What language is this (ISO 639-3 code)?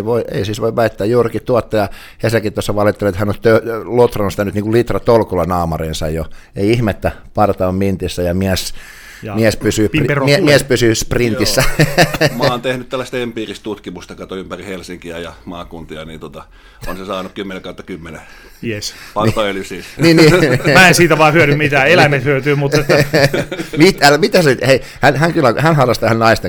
fin